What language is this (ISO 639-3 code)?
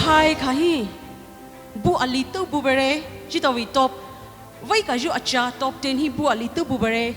pmx